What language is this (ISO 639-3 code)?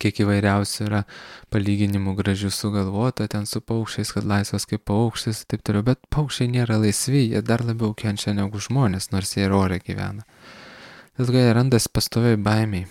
lit